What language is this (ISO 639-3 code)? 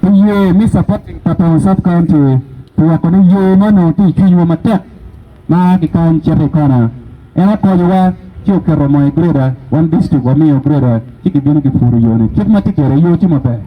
ach